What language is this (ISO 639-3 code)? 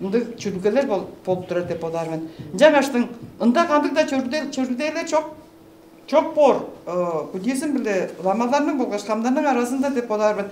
tyv